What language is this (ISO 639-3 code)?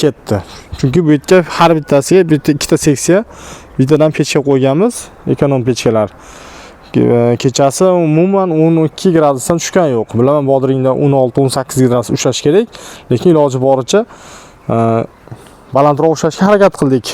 uzb